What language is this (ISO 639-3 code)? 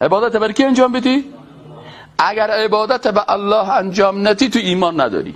fas